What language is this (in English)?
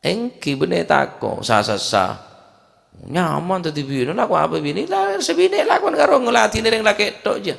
Madurese